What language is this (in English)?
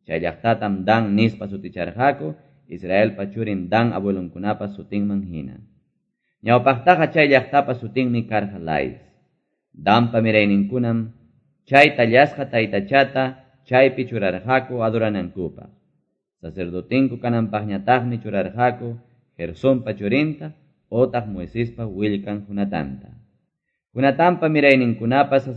Quechua